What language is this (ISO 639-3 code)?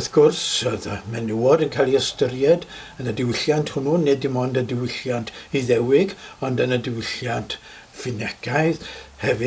cym